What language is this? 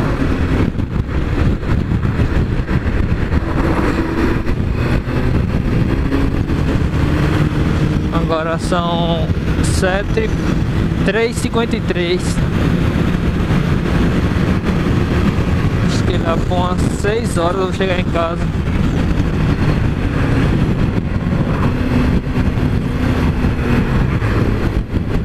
Portuguese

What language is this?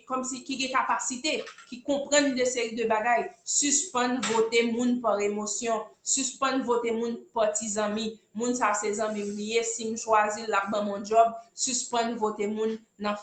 Haitian Creole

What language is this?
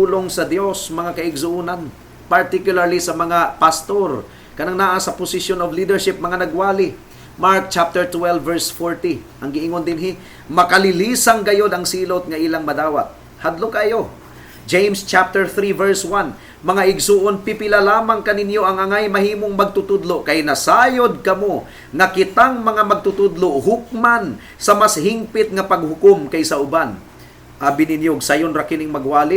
Cebuano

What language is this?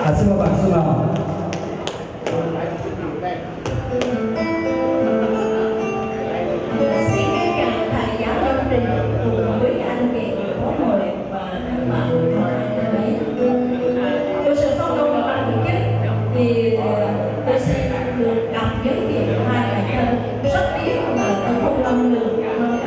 Vietnamese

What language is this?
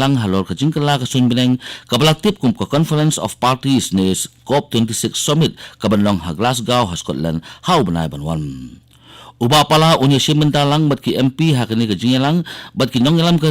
Khasi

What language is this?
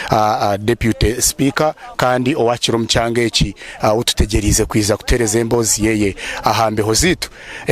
Nyankole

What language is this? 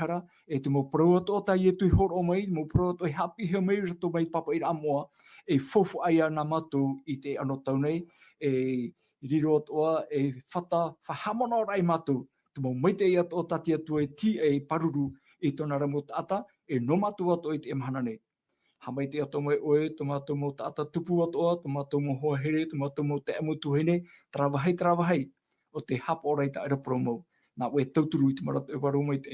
Tahitian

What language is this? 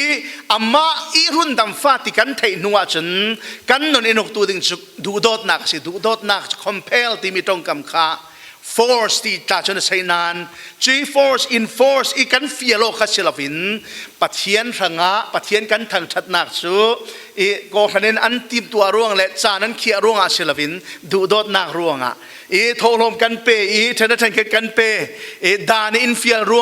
Falam Chin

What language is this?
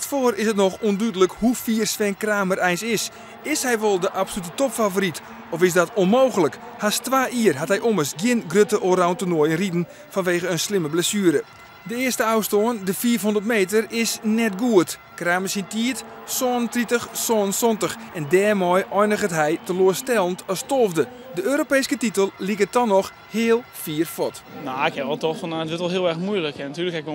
Western Frisian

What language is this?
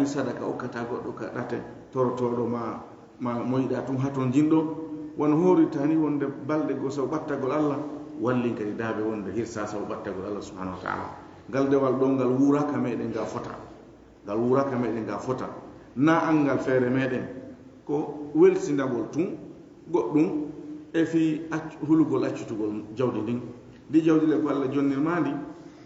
Fula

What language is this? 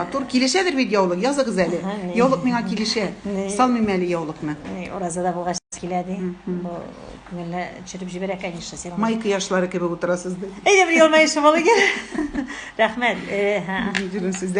Tatar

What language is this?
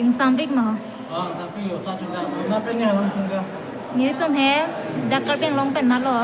Karbi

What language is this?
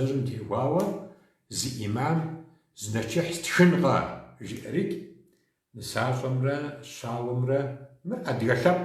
Kabardian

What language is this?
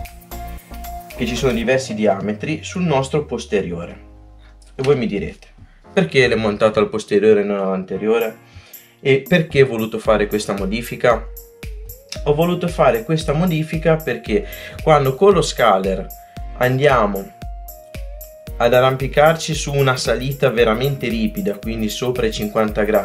Italian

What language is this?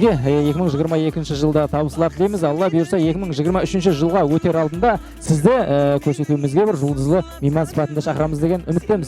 Kara-Kalpak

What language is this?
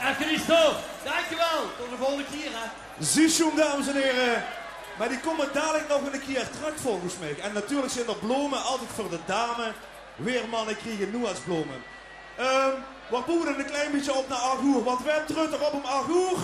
Limburgish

